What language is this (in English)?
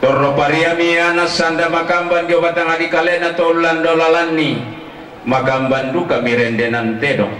Toraja-Sa'dan